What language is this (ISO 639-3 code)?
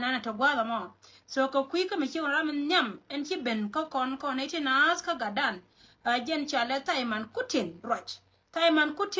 nus